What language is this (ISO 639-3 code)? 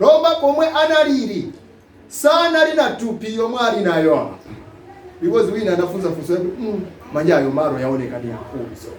nya